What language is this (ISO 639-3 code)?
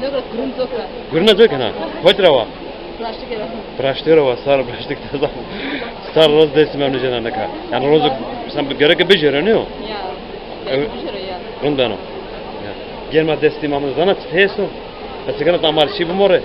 zza